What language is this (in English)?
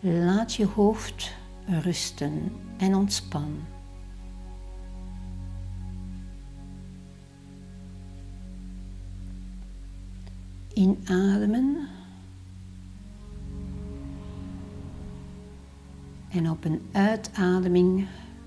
Dutch